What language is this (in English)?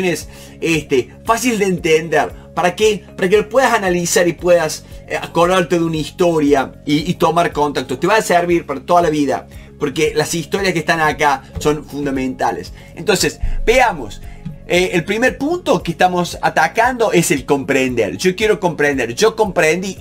Spanish